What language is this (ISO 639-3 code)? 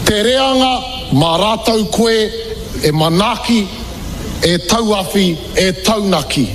mri